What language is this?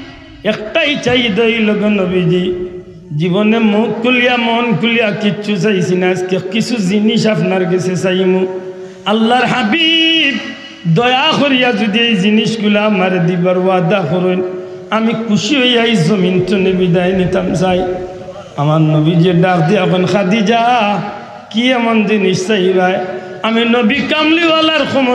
Sylheti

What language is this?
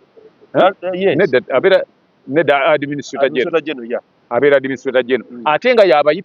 Ganda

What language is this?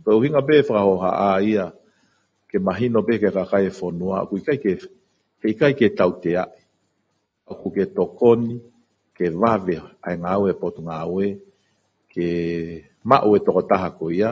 Tongan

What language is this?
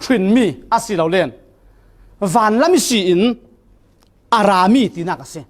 Falam Chin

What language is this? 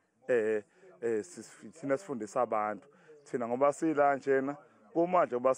Zulu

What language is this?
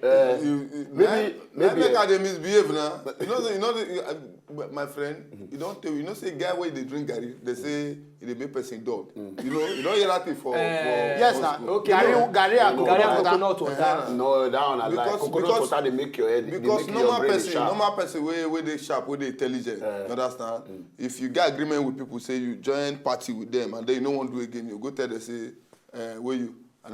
Nigerian Pidgin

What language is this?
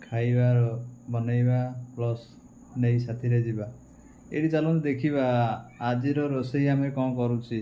Odia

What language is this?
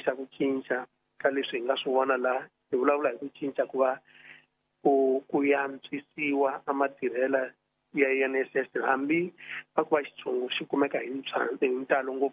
Tsonga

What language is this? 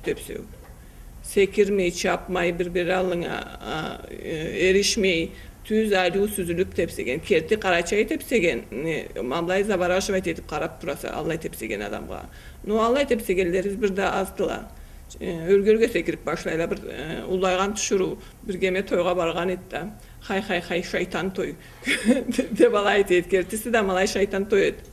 Karachay-Balkar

